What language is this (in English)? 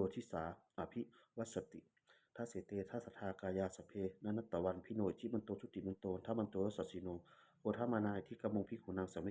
Pali